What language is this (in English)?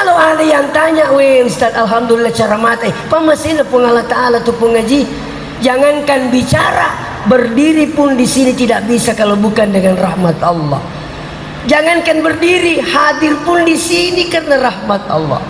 Buginese